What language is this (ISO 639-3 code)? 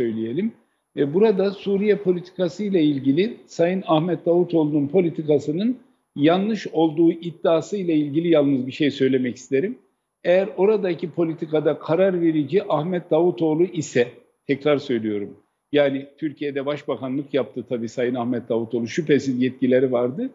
tur